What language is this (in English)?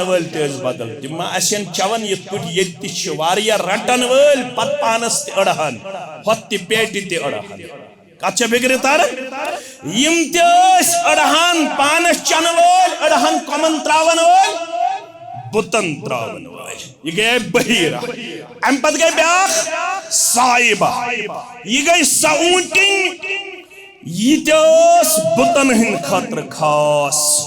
Kashmiri